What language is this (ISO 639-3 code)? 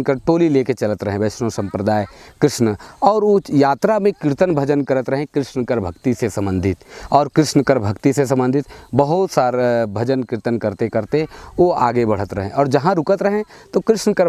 sck